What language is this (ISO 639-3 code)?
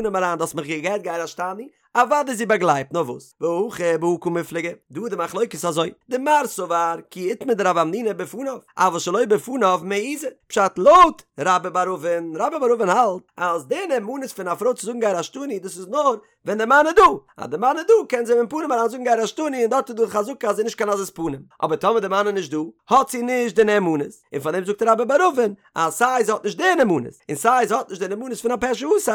yid